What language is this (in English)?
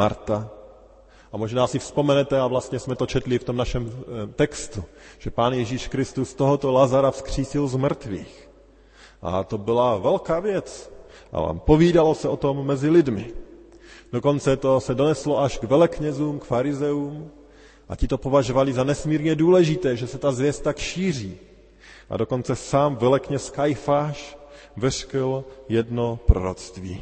Czech